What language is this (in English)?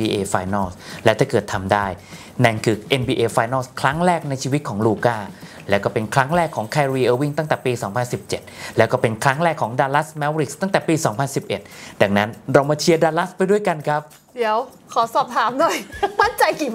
Thai